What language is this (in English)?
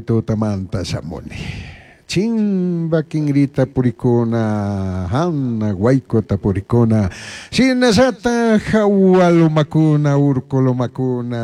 Chimborazo Highland Quichua